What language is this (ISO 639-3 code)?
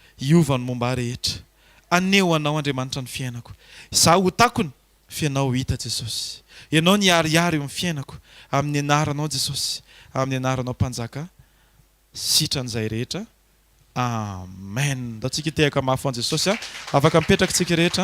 mlg